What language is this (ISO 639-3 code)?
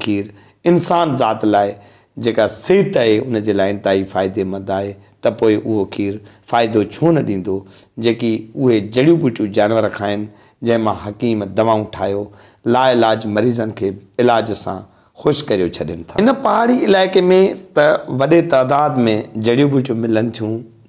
snd